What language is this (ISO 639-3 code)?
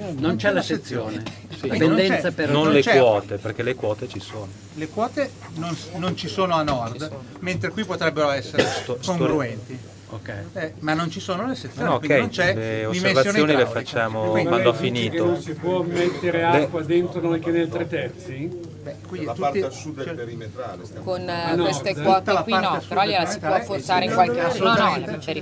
ita